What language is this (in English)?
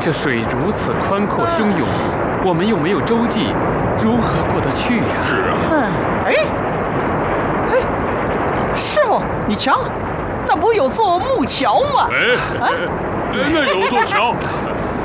Chinese